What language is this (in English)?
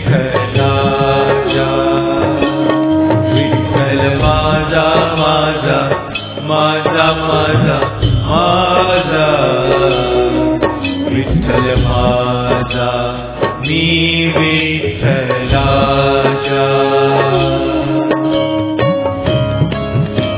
Marathi